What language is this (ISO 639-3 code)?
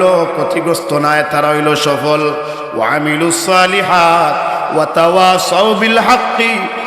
syl